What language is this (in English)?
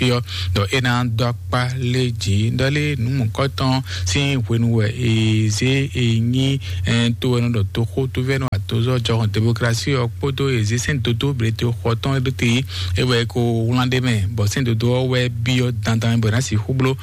Fon